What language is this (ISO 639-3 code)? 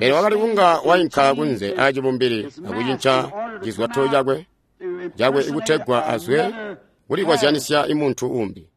toi